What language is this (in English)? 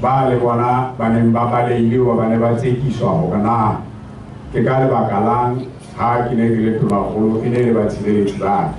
Southern Sotho